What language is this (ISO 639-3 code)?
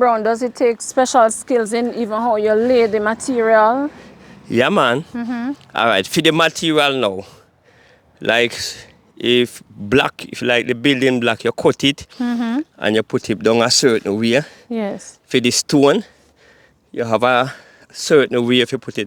jam